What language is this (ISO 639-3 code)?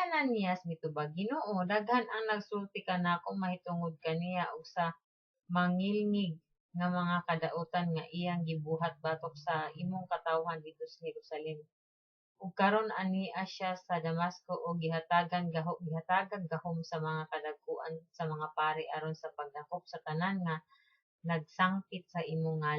ceb